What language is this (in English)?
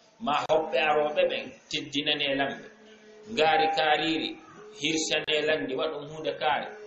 Fula